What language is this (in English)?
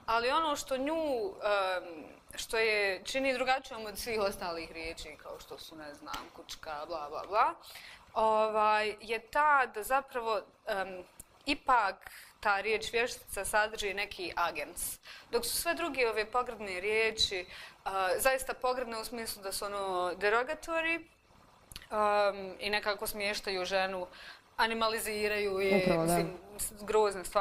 Bosnian